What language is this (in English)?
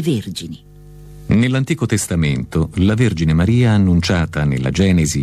Italian